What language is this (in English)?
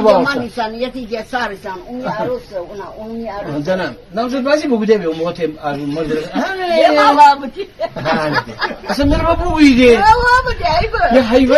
Gilaki